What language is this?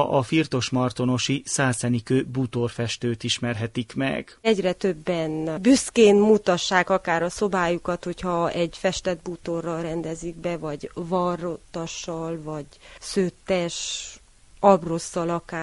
Hungarian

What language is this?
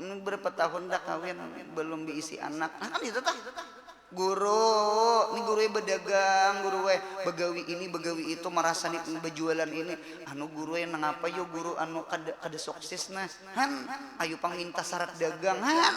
Banjar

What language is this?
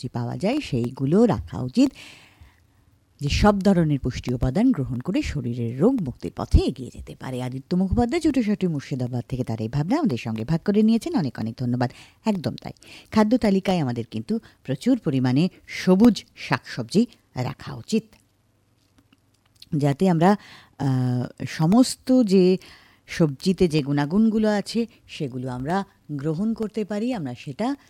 Bangla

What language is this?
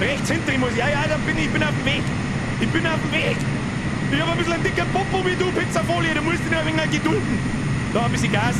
Bavarian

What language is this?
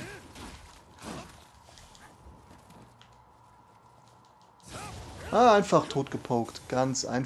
German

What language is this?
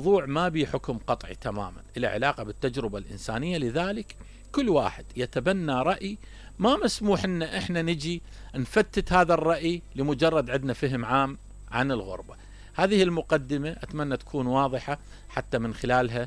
Mesopotamian Arabic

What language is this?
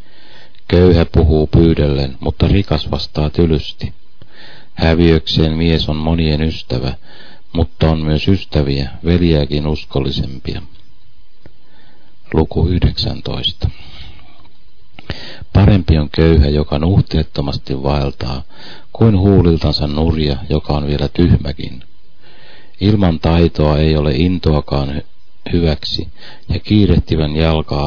Finnish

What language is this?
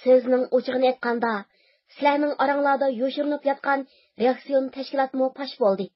Uyghur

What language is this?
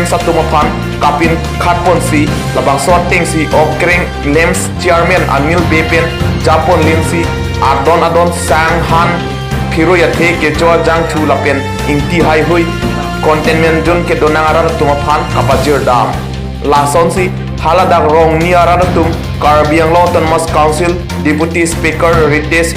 Karbi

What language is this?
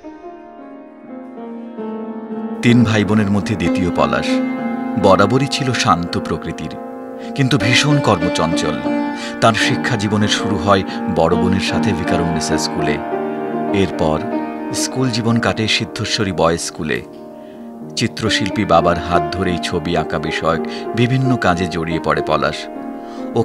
Bangla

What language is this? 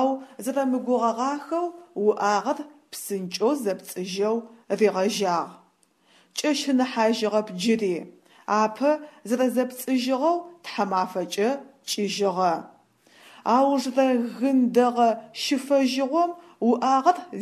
Adyghe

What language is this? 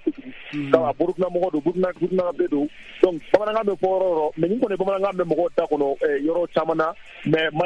Bambara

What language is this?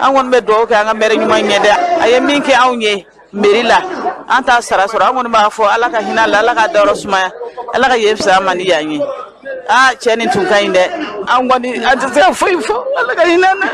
Bambara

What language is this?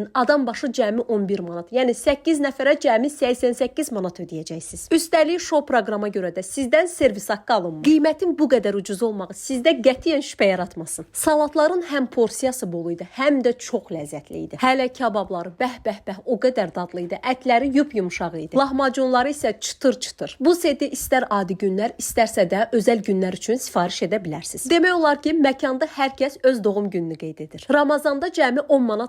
Azerbaijani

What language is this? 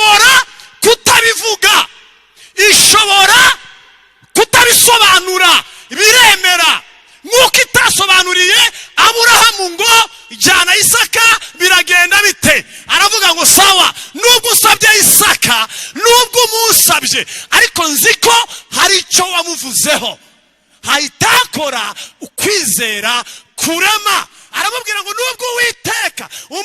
Kinyarwanda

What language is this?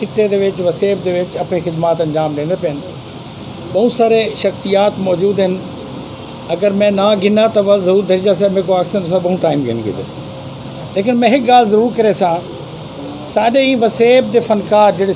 Saraiki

